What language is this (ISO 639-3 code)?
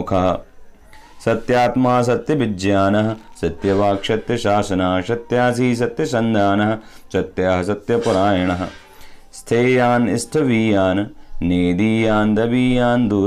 san